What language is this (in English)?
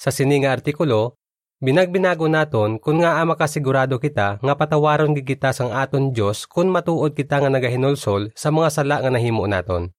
Hiligaynon